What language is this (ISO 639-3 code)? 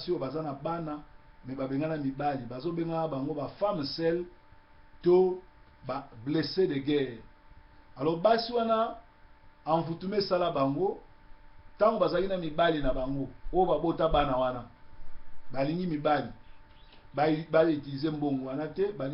lin